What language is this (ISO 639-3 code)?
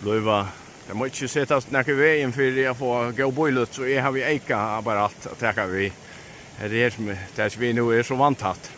fao